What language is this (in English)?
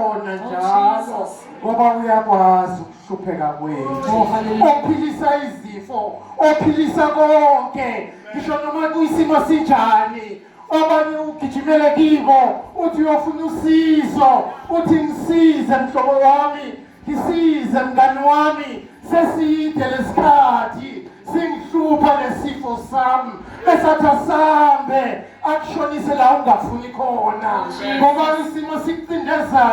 Zulu